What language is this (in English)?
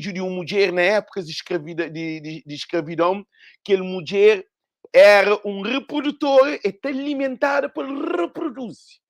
Kabuverdianu